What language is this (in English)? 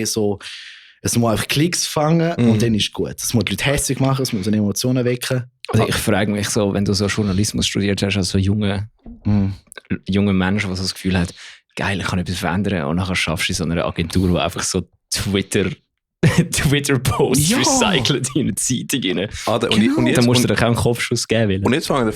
Swiss German